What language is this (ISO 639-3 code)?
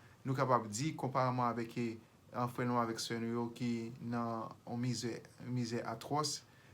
hat